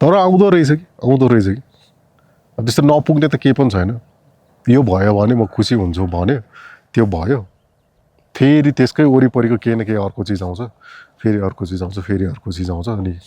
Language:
Nepali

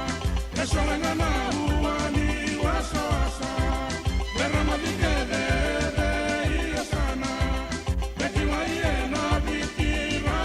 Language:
Fijian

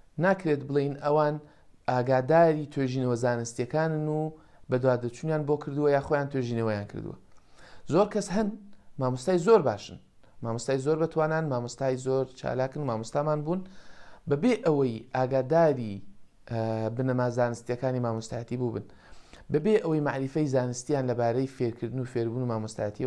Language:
Central Kurdish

